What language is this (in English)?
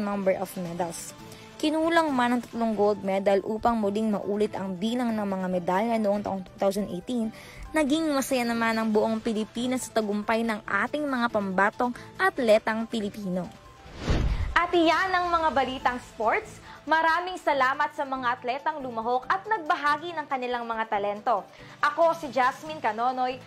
Filipino